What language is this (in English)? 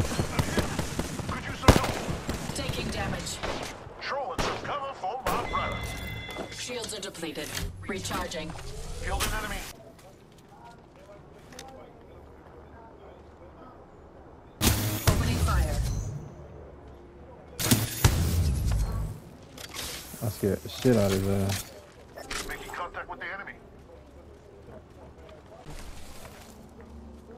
English